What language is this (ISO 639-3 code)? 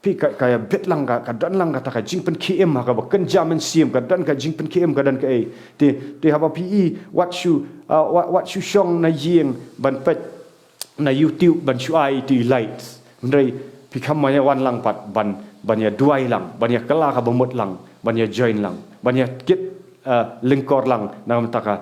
kha